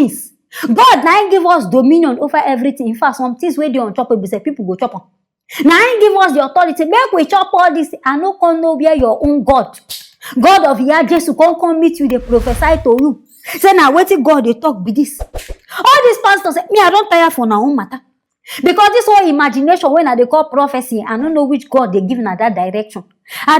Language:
Nigerian Pidgin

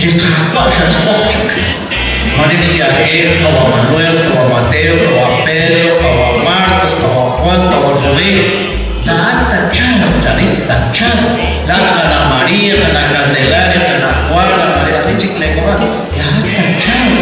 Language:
Kekchí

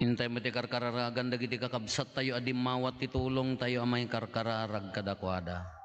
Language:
Iloko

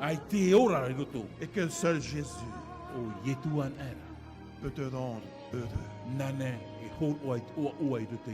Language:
Tahitian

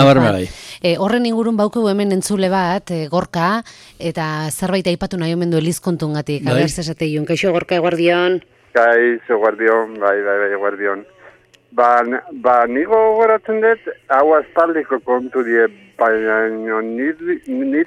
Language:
Basque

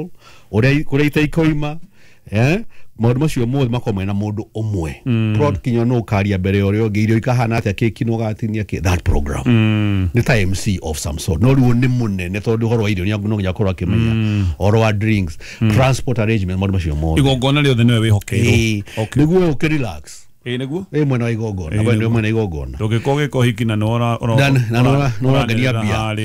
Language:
Kikuyu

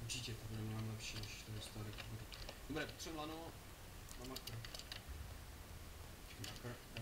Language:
Czech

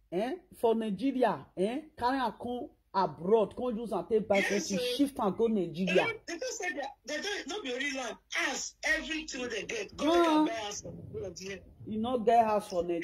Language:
Nigerian Pidgin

